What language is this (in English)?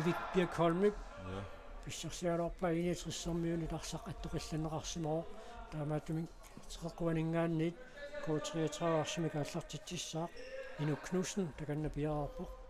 Kalaallisut